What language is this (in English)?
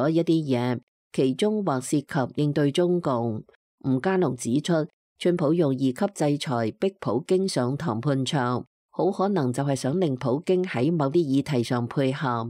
Cantonese